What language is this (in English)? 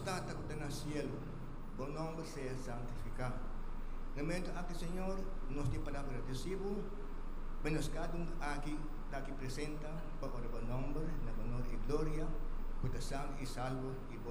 Papiamento